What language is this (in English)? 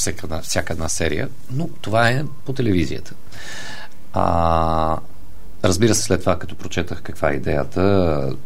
Bulgarian